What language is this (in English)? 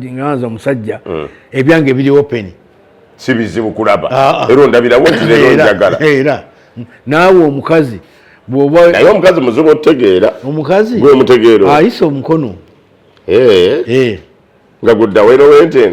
Ganda